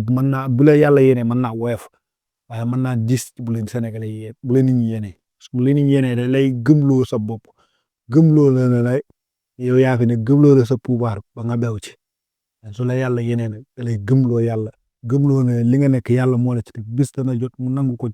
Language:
Wolof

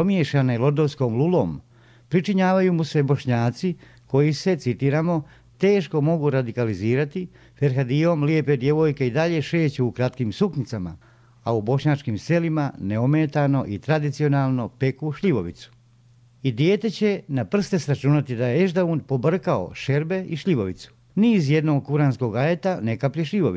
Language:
Bosnian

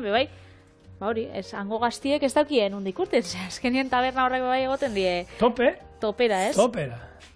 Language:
Basque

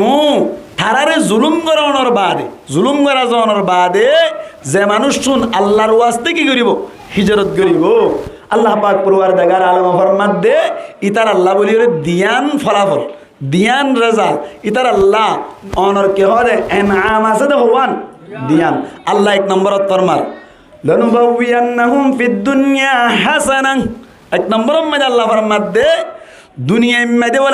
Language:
Rohingya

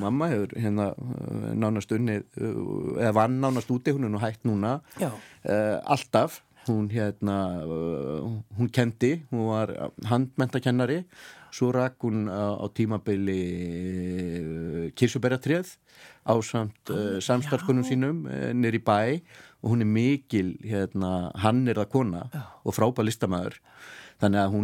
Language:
Icelandic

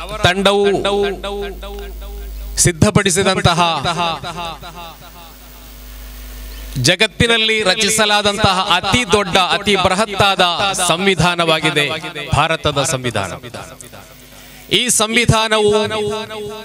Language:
Kannada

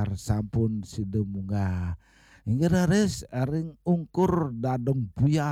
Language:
Balinese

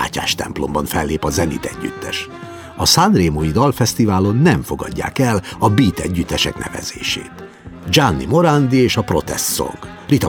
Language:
Hungarian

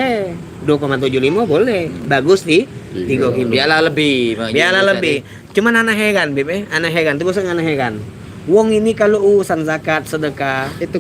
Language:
Musi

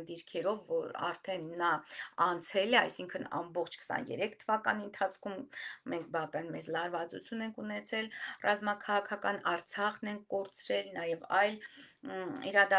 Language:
Armenian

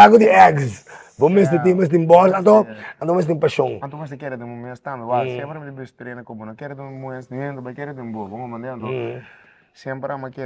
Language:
Papiamento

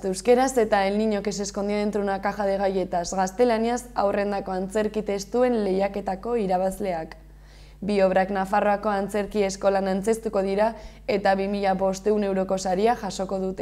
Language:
Basque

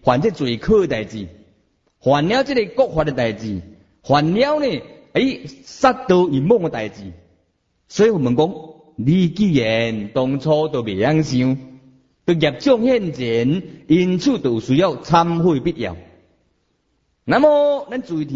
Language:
Min Nan Chinese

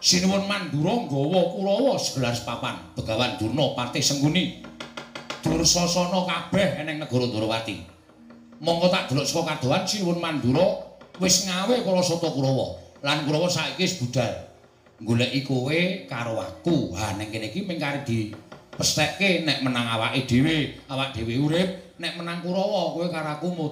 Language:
Javanese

